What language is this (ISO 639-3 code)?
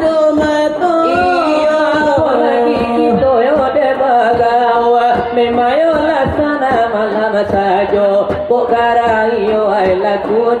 min